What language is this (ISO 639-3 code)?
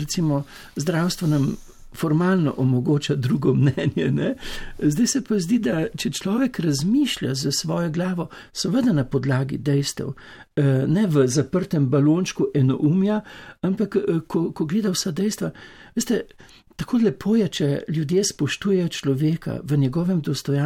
slv